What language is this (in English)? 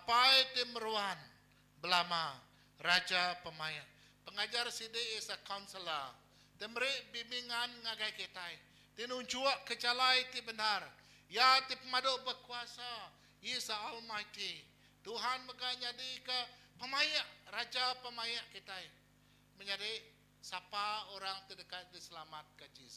Iban